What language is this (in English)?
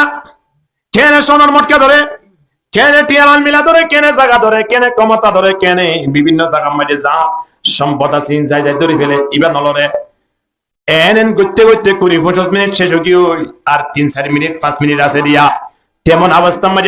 Rohingya